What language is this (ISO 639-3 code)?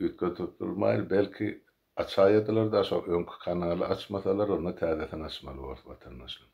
tuk